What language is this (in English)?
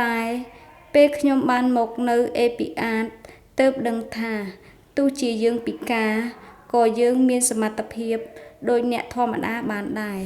Khmer